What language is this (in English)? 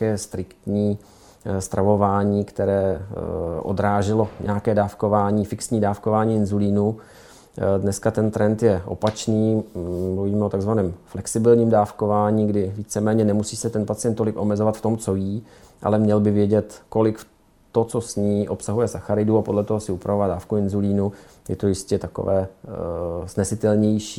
Czech